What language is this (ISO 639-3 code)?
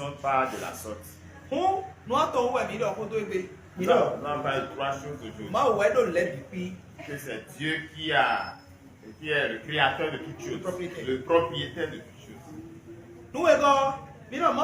fon